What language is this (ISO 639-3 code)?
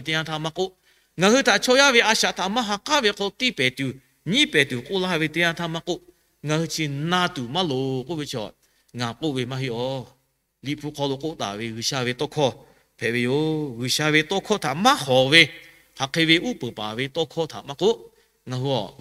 lhu